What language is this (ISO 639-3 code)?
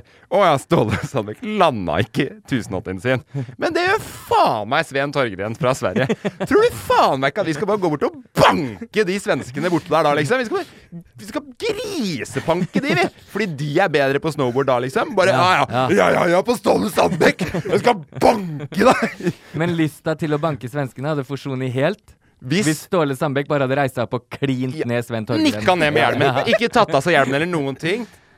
nor